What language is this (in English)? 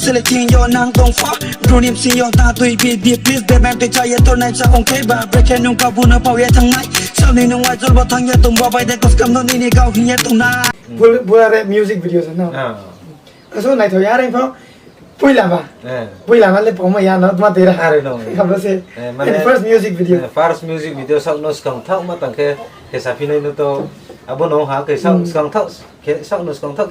Riang (India)